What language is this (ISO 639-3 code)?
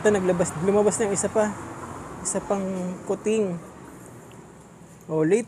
fil